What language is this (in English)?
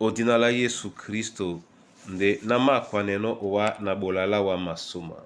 Duala